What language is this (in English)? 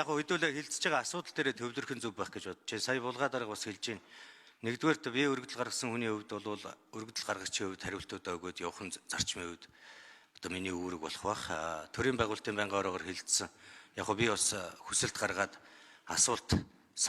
Mongolian